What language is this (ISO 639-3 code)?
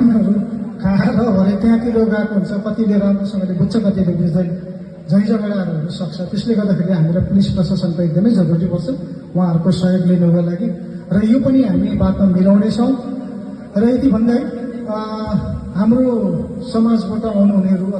nep